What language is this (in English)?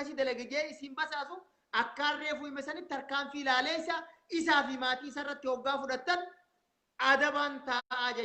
Oromo